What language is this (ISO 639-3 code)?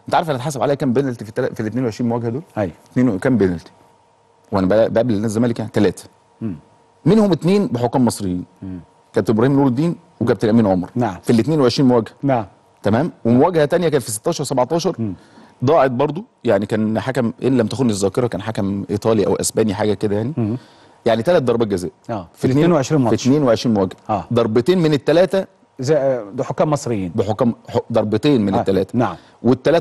arz